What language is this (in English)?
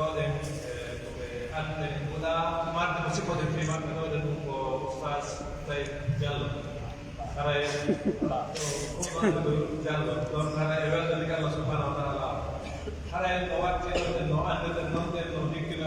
Pular